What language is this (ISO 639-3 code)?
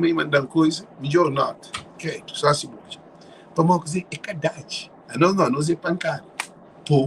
kea